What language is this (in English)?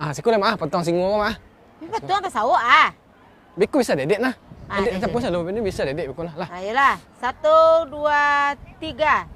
Minangkabau